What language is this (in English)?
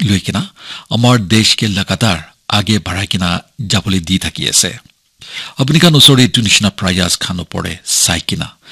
Naga Pidgin